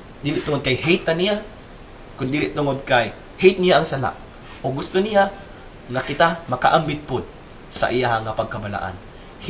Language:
Cebuano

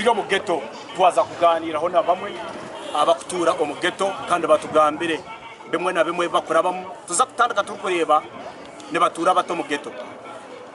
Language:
Nyankole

